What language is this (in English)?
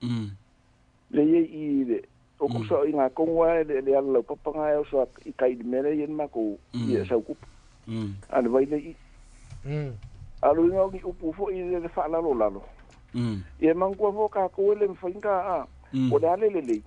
Samoan